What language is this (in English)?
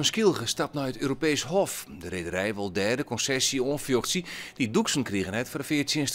Western Frisian